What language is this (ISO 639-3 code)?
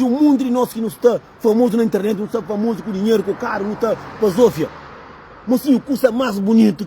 kea